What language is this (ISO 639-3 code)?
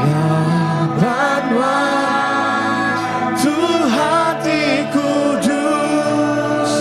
iba